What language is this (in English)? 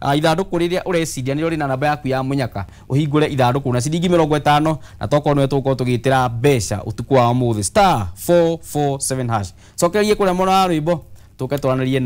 Kikuyu